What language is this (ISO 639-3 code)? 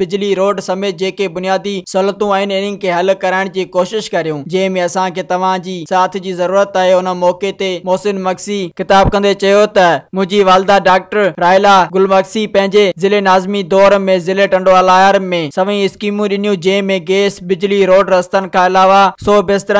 snd